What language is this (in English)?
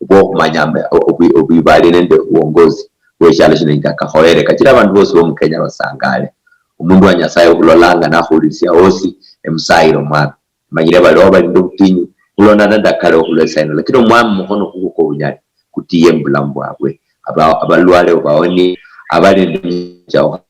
Luyia